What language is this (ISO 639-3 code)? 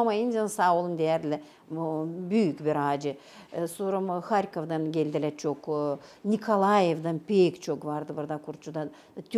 gag